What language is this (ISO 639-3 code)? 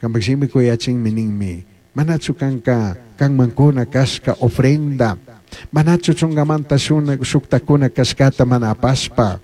qug